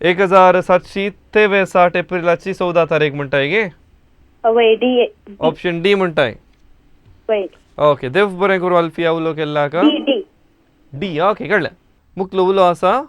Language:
Konkani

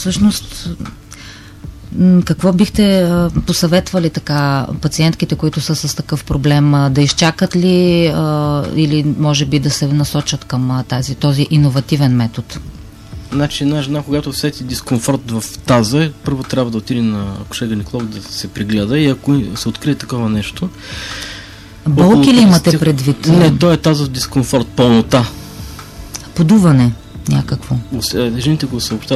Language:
Bulgarian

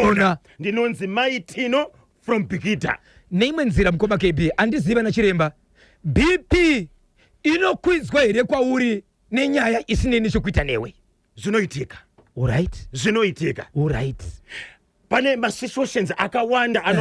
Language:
Shona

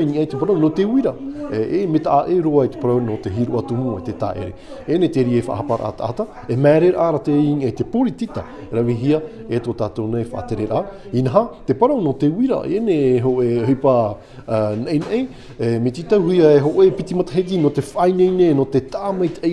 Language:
Tahitian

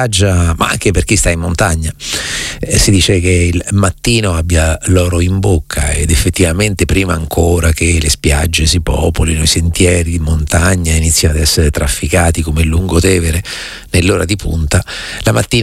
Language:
Italian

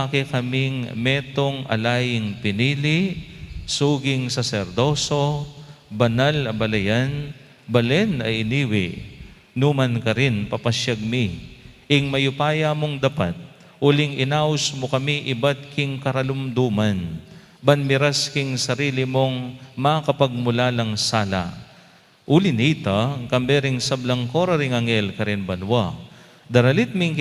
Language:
Pampanga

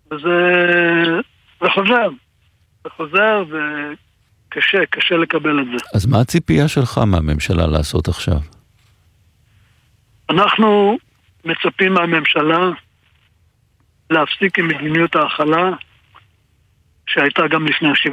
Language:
Hebrew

